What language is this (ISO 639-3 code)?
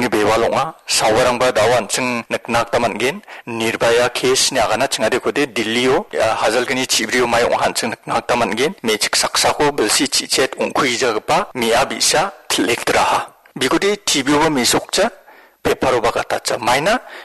grt